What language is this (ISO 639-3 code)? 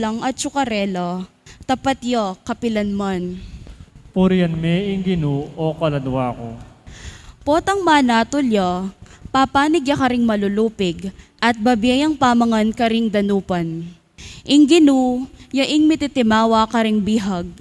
pam